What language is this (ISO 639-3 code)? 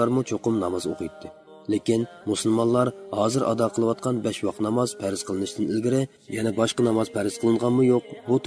uig